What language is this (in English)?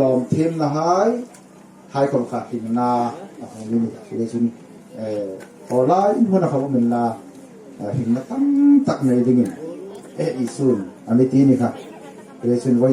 Hmar